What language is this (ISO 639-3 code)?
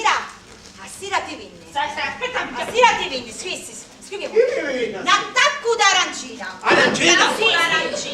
scn